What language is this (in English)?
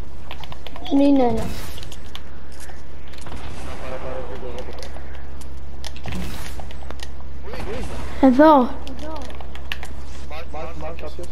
Greek